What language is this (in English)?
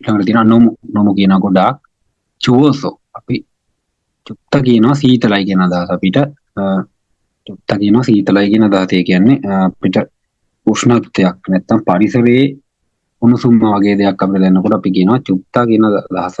Sinhala